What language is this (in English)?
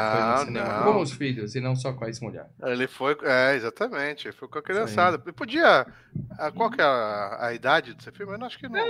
Portuguese